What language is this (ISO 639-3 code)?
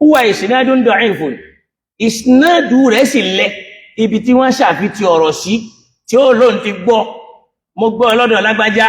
yor